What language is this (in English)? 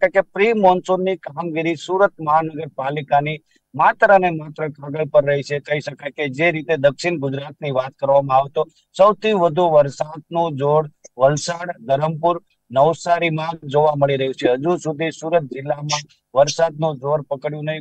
Gujarati